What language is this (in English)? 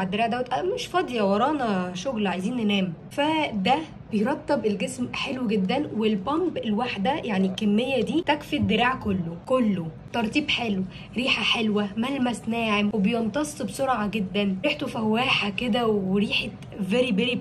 Egyptian Arabic